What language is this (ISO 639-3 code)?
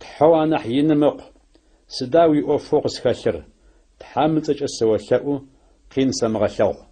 ady